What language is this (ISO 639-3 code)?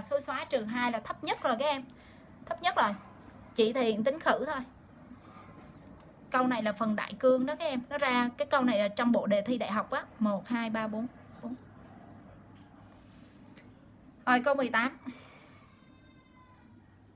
vie